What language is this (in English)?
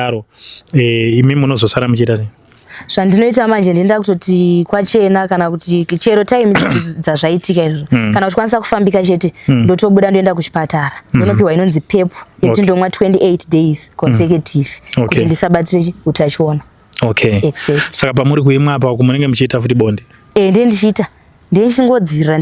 Shona